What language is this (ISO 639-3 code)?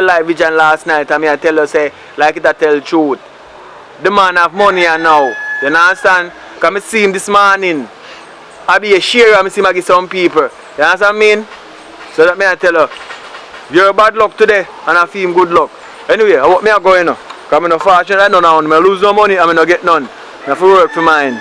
jam